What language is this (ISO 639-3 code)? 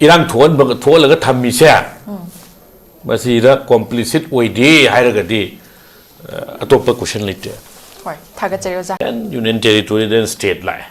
mni